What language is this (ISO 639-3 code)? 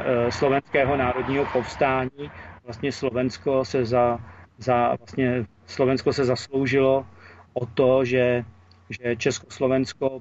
ces